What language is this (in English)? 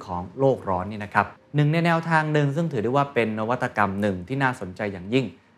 Thai